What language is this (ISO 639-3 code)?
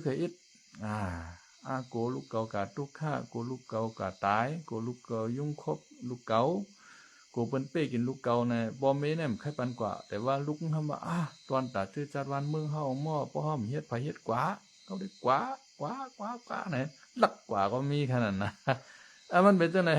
shn